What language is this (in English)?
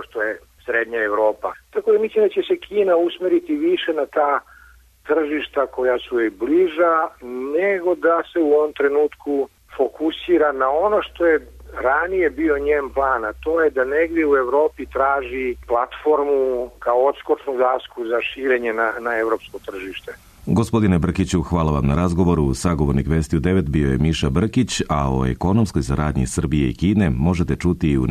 Serbian